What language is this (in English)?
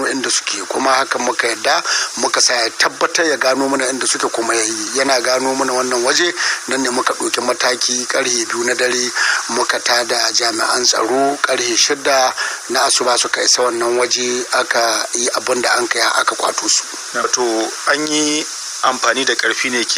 Hausa